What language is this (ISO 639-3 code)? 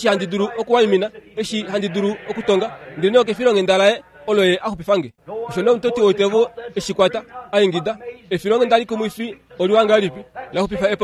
kua